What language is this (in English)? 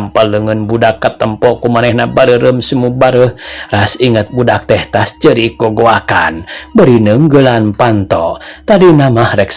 Sundanese